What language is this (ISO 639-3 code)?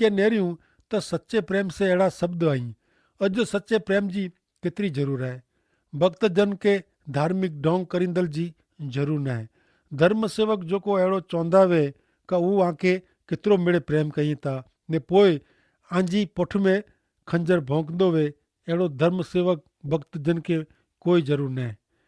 kfr